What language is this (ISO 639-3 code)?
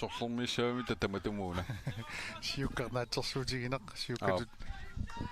kal